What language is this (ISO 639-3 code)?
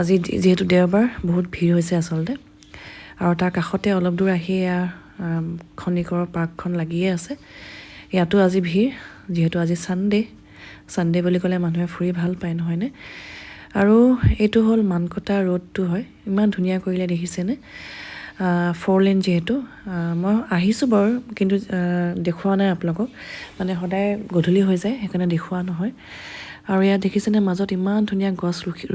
asm